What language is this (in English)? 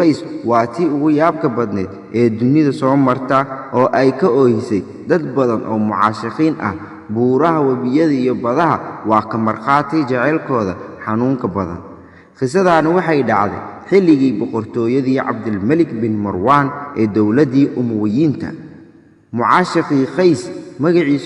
Somali